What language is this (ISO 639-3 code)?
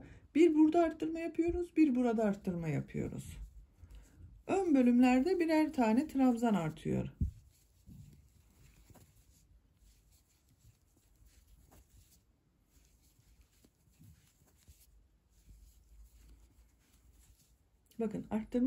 tur